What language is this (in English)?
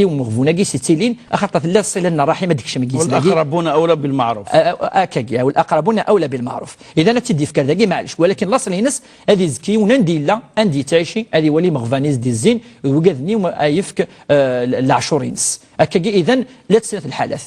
Kabyle